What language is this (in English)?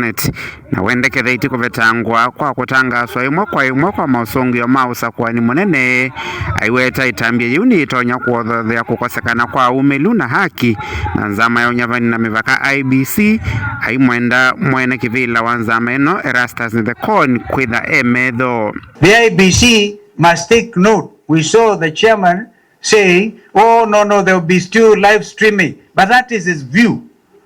Kamba